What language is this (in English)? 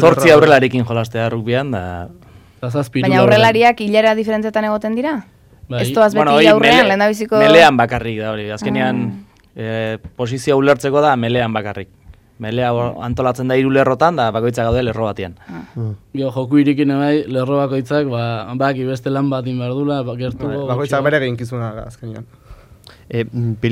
Basque